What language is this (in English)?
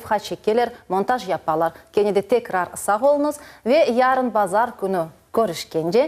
Crimean Tatar